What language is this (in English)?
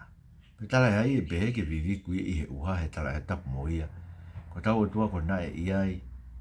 Tongan